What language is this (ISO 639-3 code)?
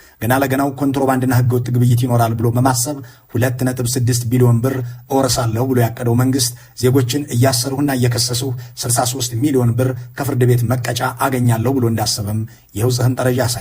amh